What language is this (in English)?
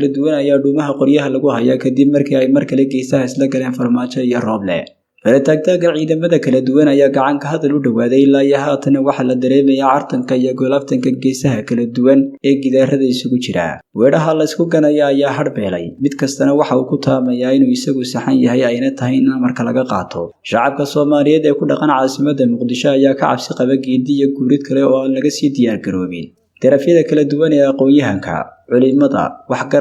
Somali